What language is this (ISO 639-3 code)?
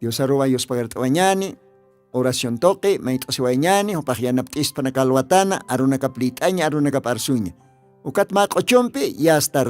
aym